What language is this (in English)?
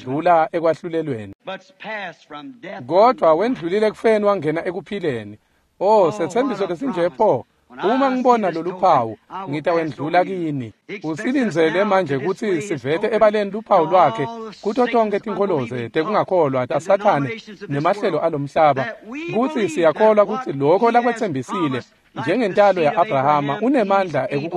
Swati